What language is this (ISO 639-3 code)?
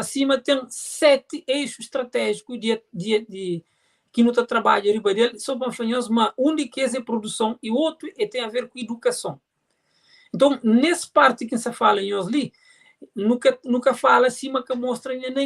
kea